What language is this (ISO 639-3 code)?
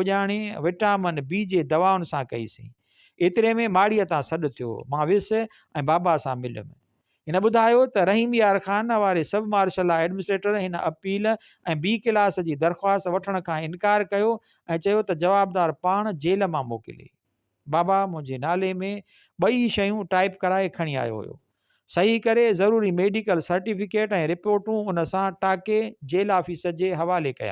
snd